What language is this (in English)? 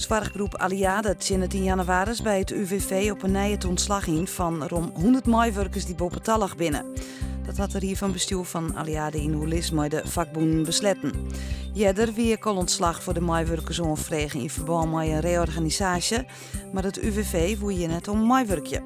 Western Frisian